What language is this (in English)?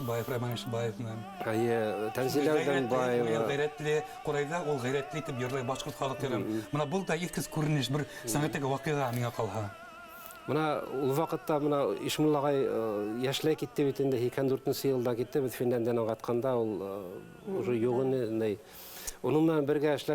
Bashkir